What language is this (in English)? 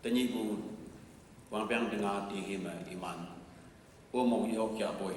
Konyak Naga